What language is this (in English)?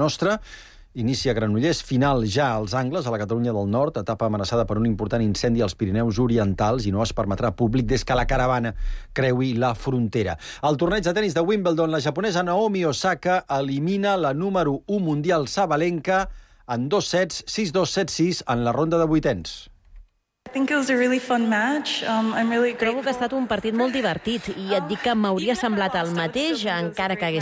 Catalan